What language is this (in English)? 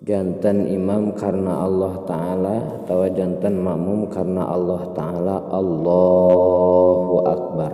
Sundanese